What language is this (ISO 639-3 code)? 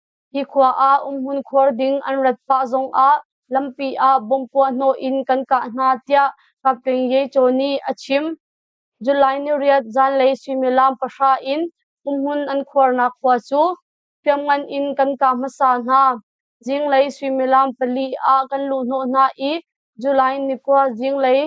cnh